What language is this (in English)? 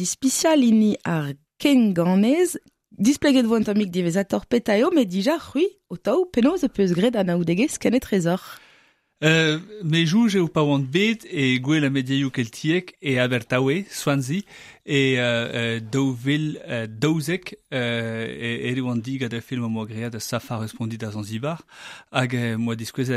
Breton